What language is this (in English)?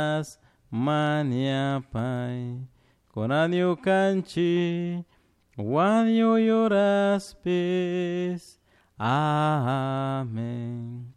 Chimborazo Highland Quichua